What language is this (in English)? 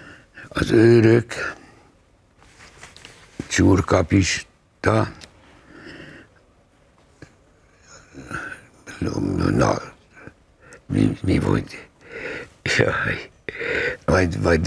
Hungarian